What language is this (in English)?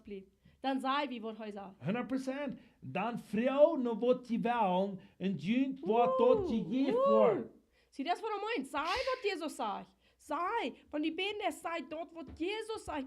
Plautdietsch